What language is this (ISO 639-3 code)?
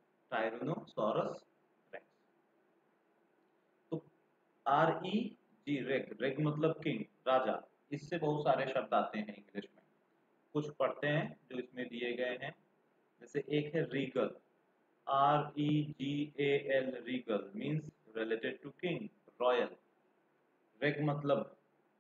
hin